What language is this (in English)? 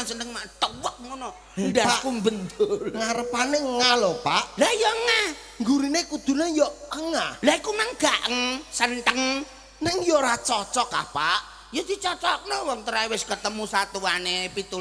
Javanese